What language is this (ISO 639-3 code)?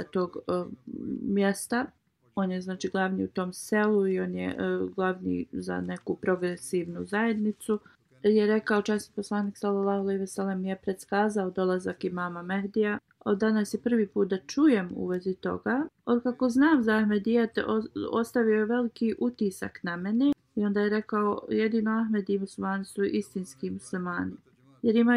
bos